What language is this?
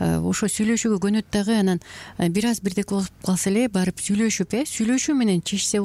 Kyrgyz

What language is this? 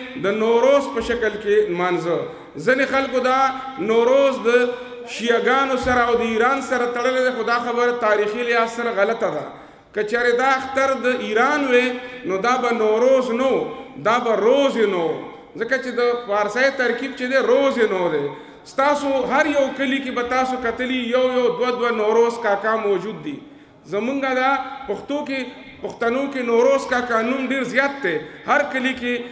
Pashto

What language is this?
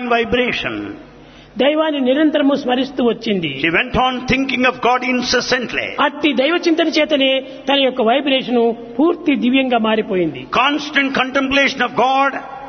Telugu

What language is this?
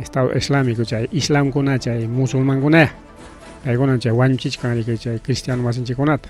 Ayacucho Quechua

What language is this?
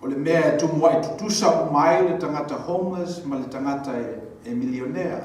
Samoan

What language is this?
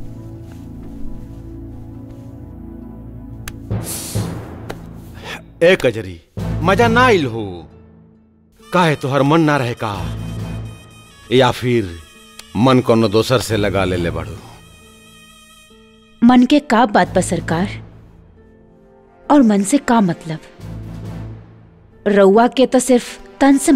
Bhojpuri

